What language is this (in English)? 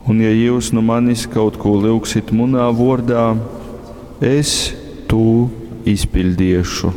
Latgalian